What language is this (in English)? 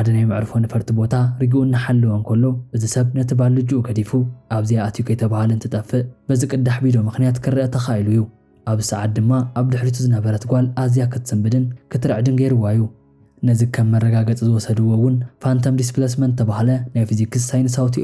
Tigrinya